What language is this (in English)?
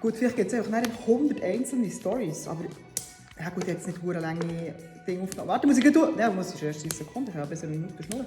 Swiss German